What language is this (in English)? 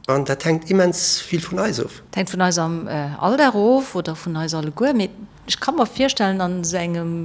Luxembourgish